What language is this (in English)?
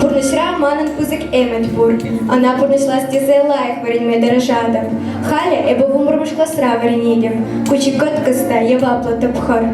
Chuvash